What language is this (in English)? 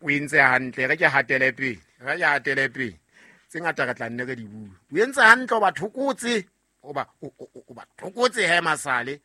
Southern Sotho